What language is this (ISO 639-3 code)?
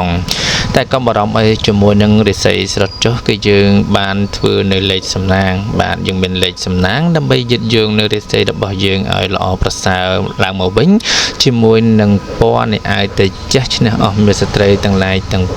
khm